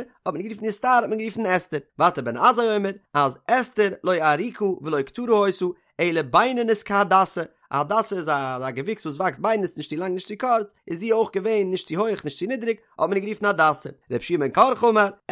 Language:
Yiddish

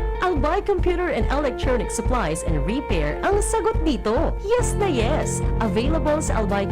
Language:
Bikol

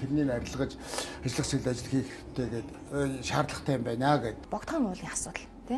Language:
Mongolian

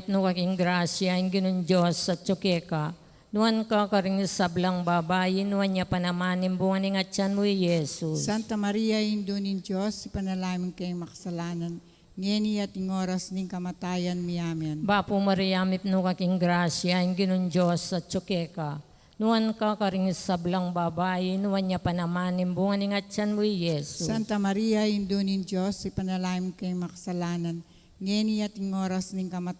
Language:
Pampanga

